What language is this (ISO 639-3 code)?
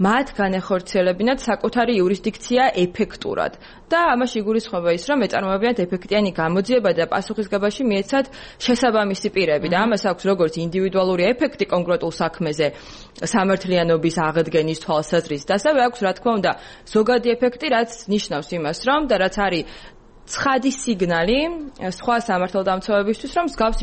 kat